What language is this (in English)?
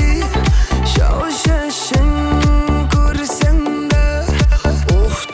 Bashkir